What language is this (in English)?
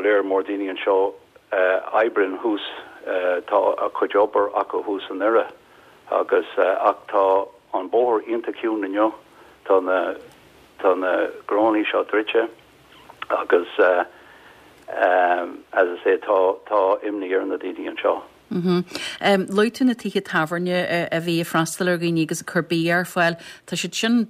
Irish